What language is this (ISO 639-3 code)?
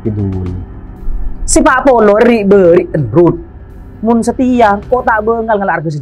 mad